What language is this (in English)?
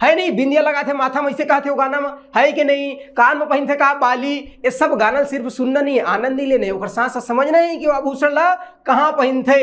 Chhattisgarhi